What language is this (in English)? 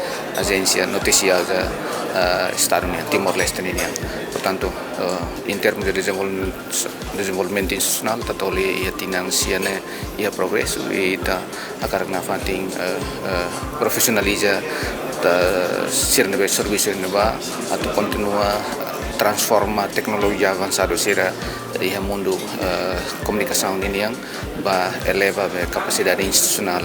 Tetum